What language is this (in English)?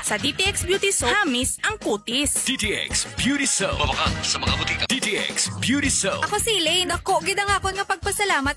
Hiligaynon